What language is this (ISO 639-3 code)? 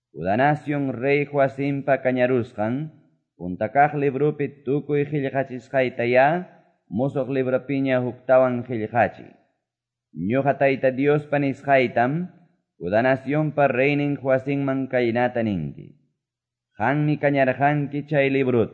que